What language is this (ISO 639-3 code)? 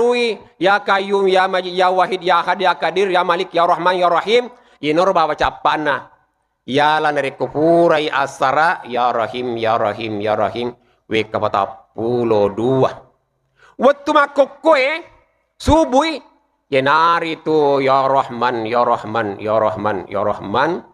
bug